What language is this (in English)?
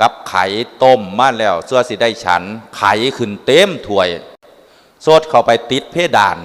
Northeastern Thai